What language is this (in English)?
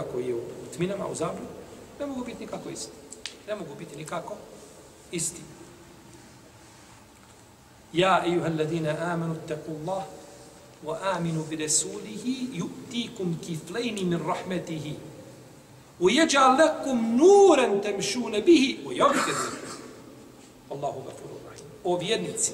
Bosnian